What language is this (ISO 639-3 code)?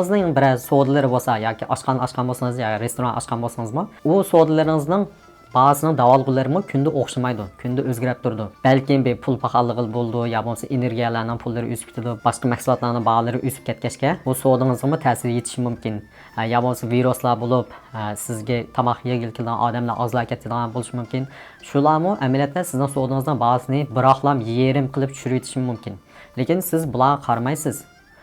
uig